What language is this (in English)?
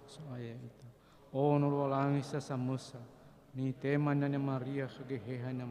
Nias